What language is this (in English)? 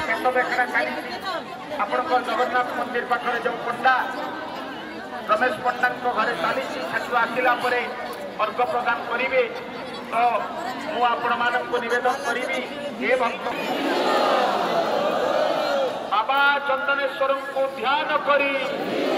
Odia